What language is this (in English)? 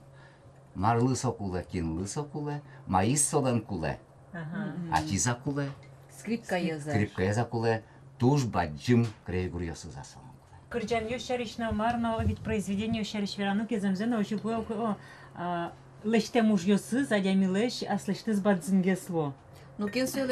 Udmurt